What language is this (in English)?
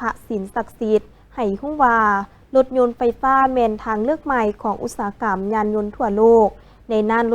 Lao